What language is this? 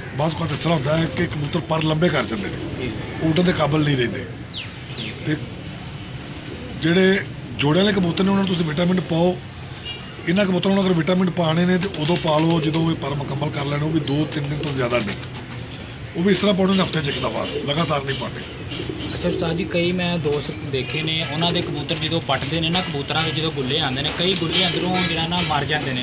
Punjabi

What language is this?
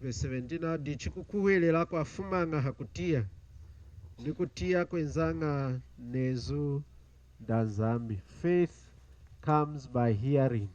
Lunda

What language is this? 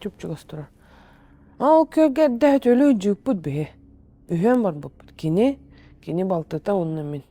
Yakut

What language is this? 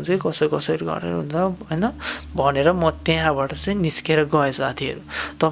Nepali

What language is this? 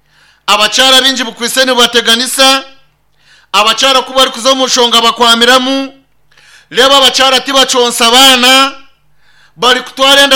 Nyankole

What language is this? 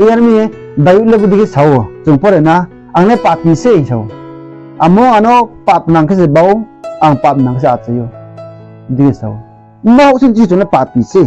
Riang (India)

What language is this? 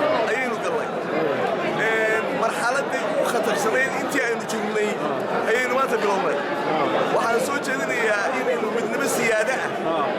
Somali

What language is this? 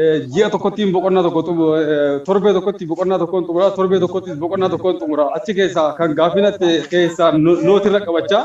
Oromo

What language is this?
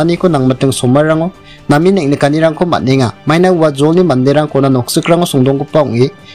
Garo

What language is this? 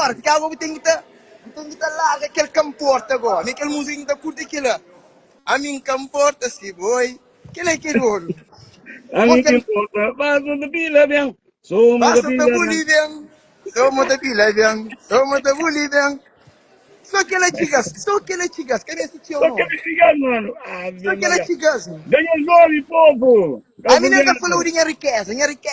Kabuverdianu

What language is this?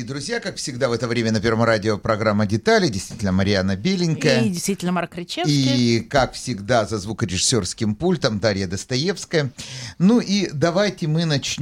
Russian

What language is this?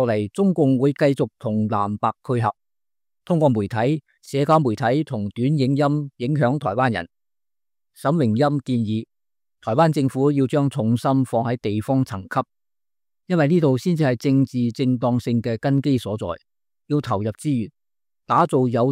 Cantonese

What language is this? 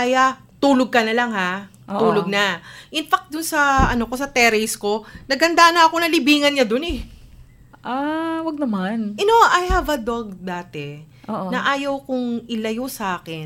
Filipino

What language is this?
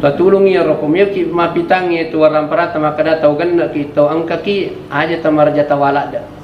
Buginese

